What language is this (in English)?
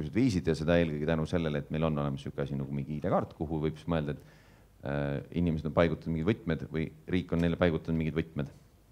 Estonian